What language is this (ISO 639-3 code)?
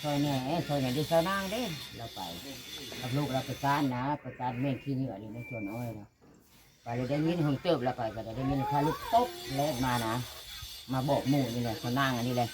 tts